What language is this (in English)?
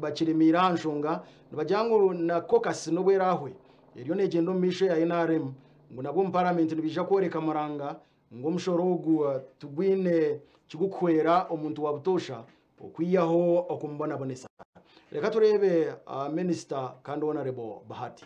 Nyankole